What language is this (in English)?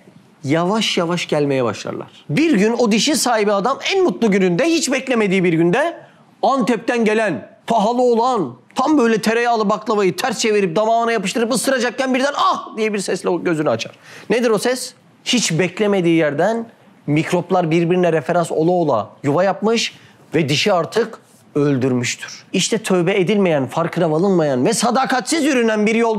Turkish